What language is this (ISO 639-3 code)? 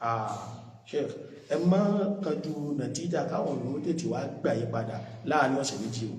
yor